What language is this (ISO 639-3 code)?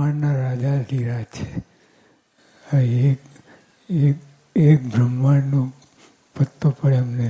guj